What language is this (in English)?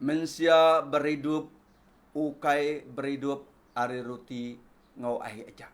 Iban